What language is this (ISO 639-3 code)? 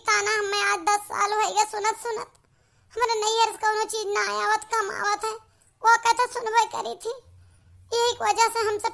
awa